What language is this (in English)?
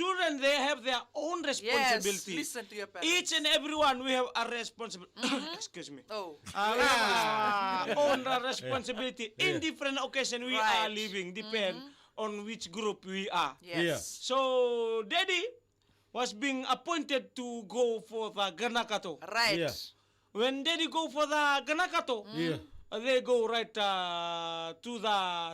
Fijian